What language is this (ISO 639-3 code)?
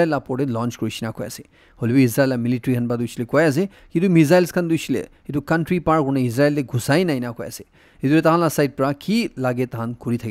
nag